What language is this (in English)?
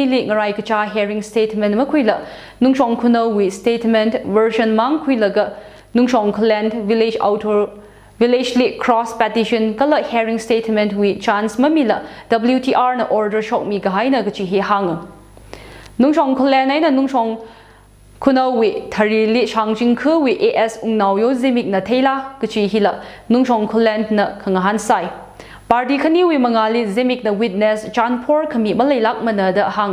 Tangkhul Naga (India)